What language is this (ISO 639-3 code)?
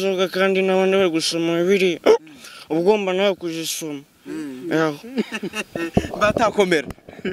kin